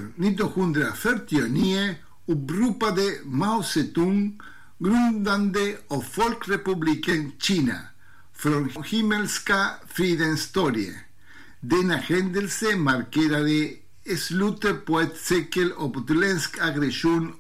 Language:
Swedish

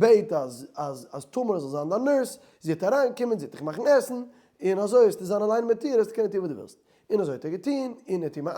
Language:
Yiddish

